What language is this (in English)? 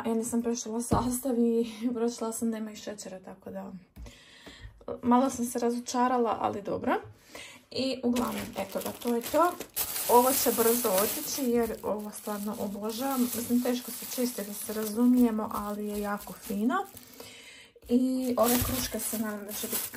Croatian